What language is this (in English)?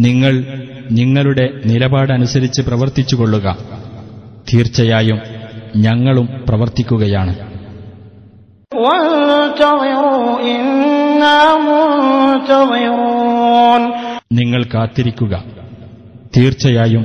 Malayalam